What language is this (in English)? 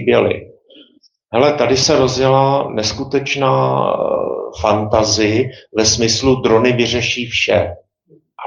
Czech